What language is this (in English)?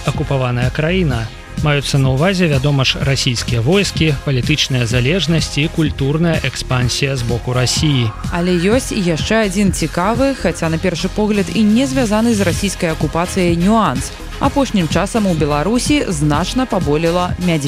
Belarusian